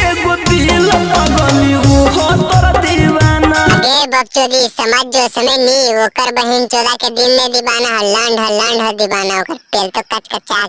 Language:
Magahi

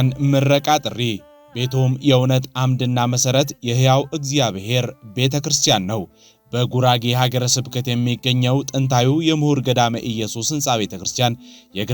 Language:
Amharic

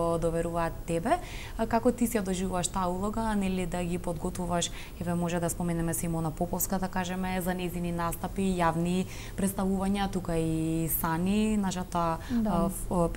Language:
Macedonian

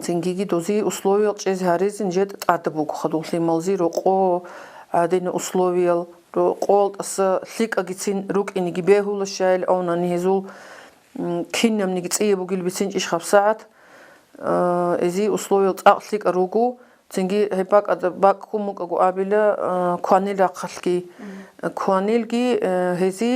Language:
Avaric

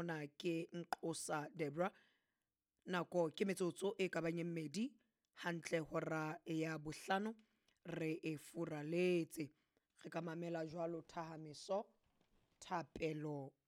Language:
Southern Sotho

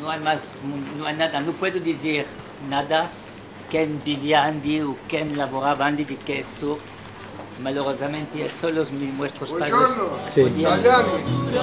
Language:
Ladino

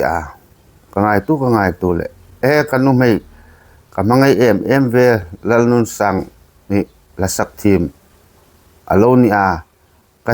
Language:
Hmar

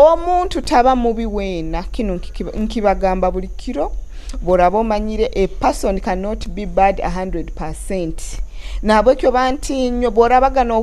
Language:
Nyoro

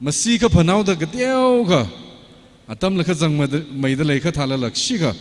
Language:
Tangkhul Naga (India)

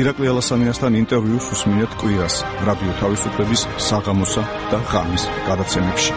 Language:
Georgian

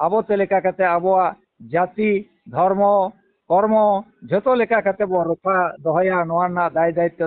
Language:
Santali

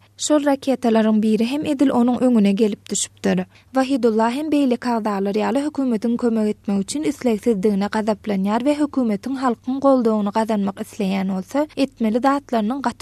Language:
Turkmen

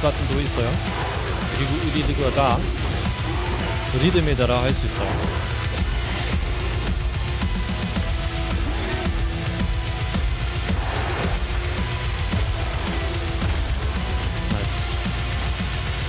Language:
Korean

